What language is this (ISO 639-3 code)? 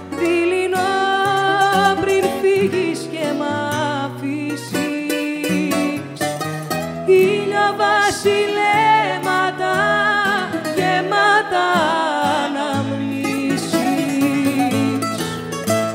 ell